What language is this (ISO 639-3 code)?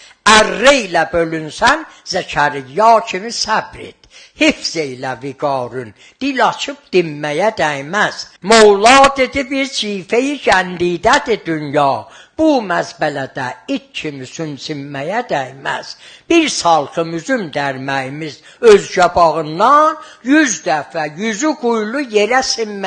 azb